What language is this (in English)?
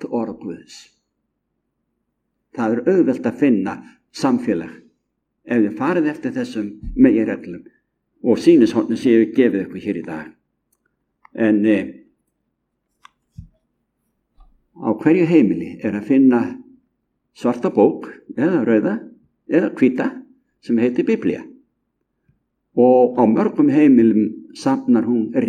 Icelandic